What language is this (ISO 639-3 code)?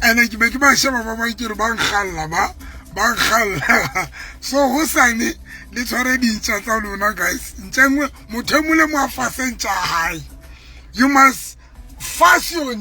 sot